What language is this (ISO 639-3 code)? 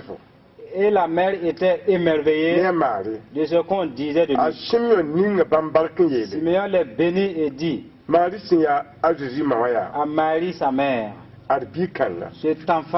mos